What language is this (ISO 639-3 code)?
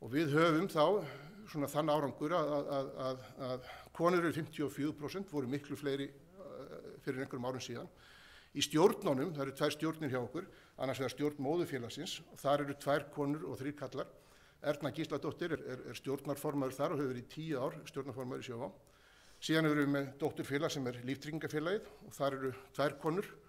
isl